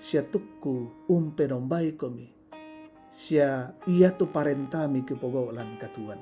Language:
Toraja-Sa'dan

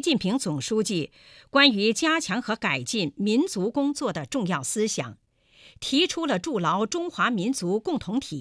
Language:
Chinese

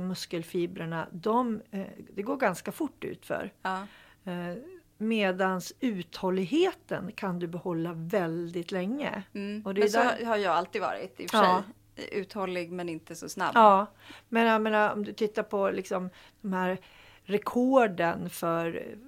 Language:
Swedish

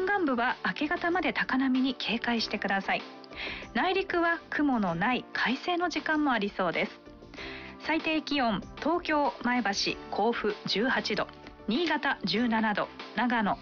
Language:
Japanese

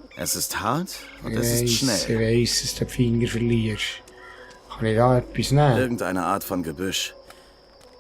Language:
Swiss German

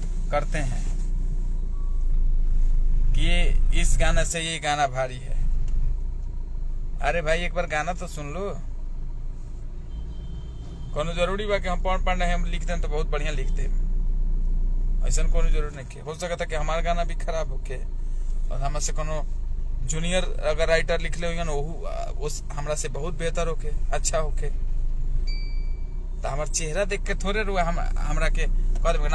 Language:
Bhojpuri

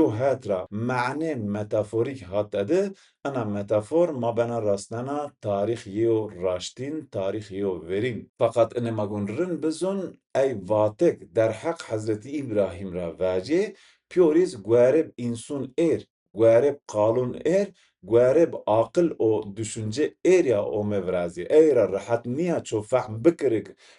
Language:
Zaza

